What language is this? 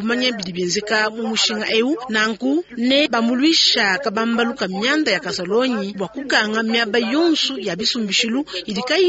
Luba-Lulua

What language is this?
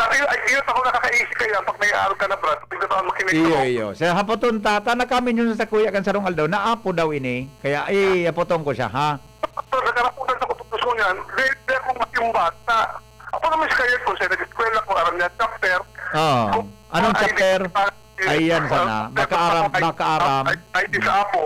Bikol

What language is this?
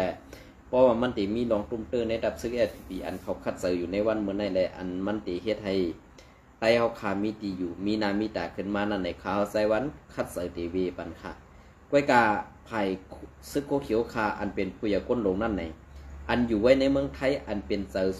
Shan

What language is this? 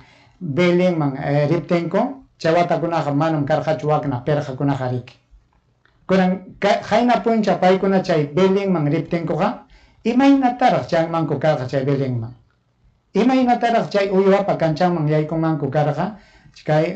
Ayacucho Quechua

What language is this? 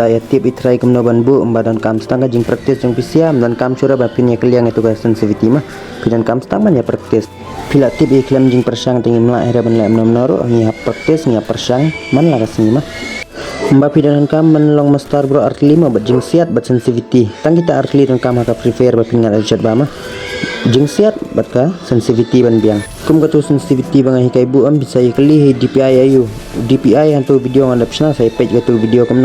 Khasi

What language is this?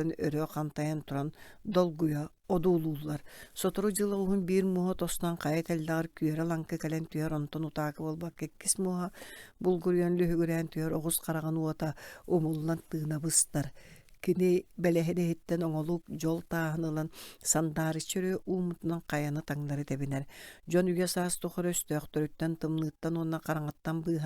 Yakut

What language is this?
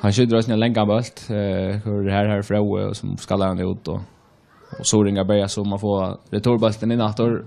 Faroese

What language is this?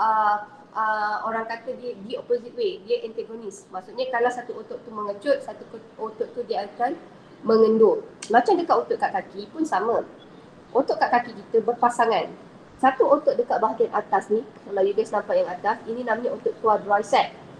Malay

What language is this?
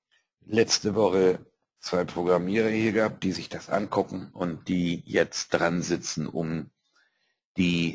German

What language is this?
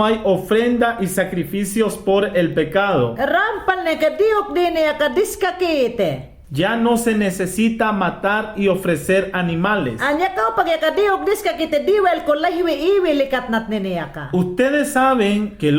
Mayangna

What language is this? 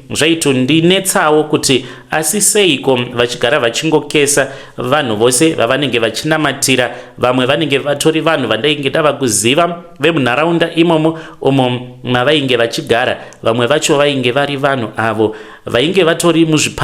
Shona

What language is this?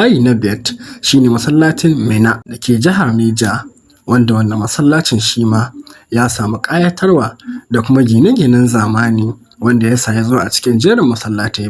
Hausa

